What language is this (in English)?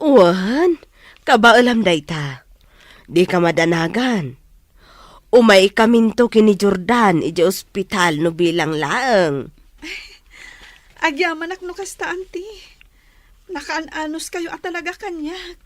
Iloko